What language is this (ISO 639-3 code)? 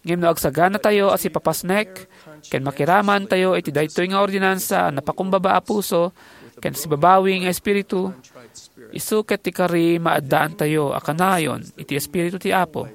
ilo